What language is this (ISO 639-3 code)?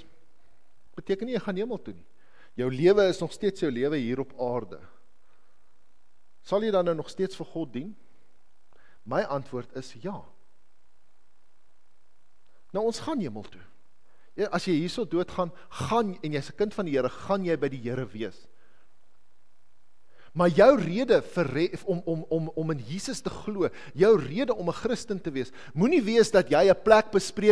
afr